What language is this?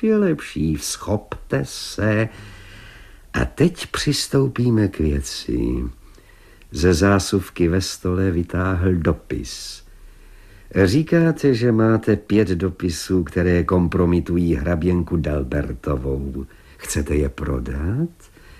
Czech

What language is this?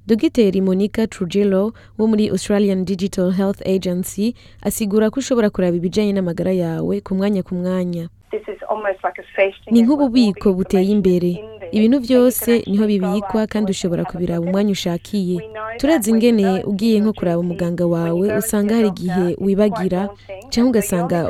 Rundi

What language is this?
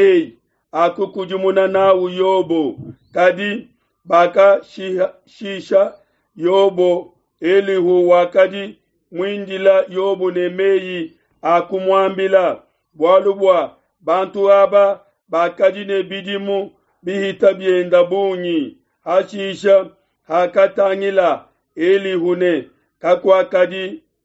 Luba-Lulua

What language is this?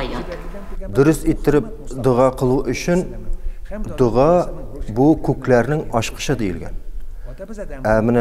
Bashkir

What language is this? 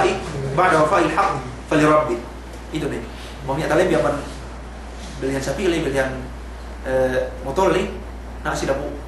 Yakan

